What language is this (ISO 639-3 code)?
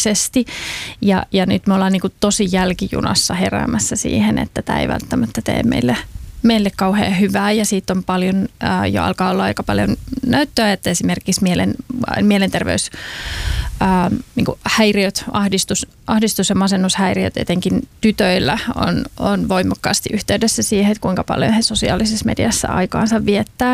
fin